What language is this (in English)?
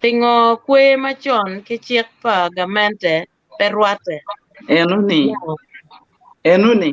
Acoli